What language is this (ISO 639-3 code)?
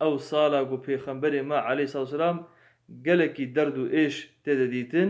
kur